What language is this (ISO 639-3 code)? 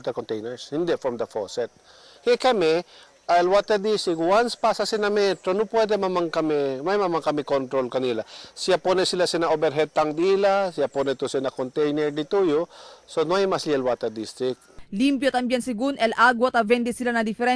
cbk